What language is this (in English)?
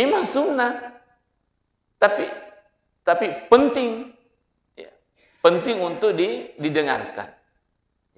Buginese